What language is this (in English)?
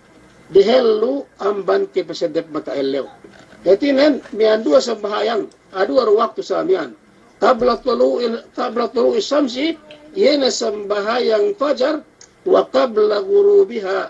Yakan